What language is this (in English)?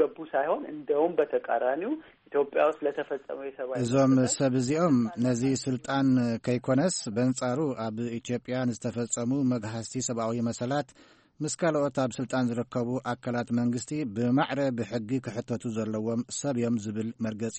Tigrinya